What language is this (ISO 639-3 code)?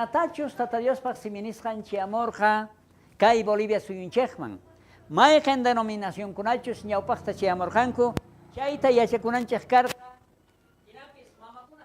quh